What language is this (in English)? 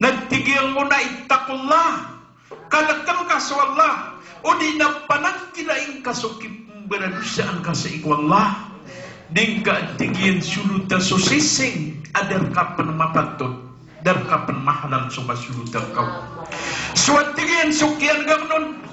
Maranao